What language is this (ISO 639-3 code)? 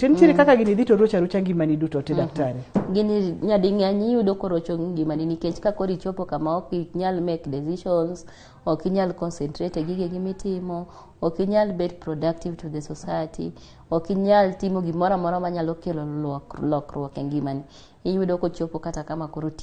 luo